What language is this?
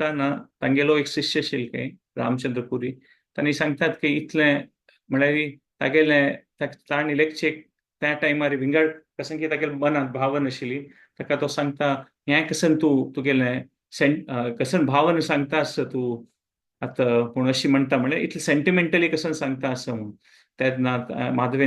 Konkani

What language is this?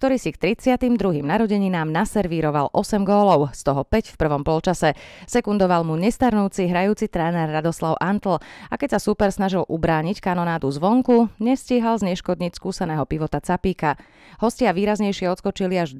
Slovak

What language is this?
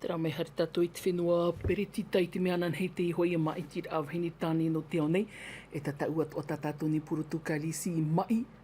Tahitian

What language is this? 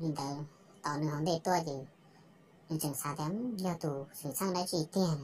Hmong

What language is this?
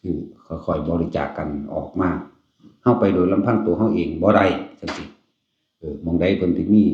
Northeastern Thai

